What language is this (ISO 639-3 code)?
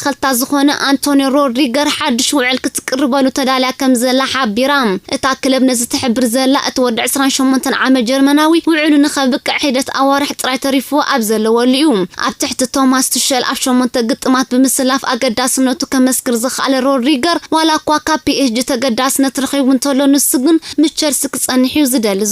tir